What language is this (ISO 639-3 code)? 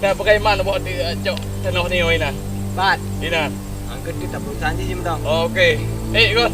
ace